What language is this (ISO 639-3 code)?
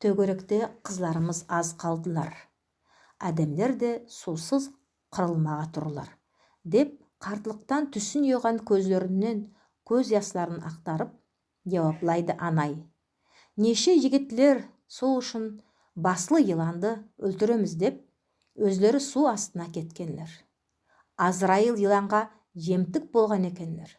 nog